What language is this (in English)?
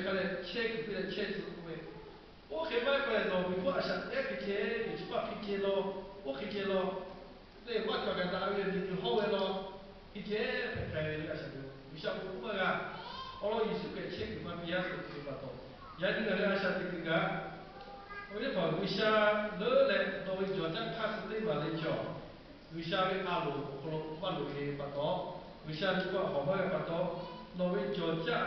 Lahu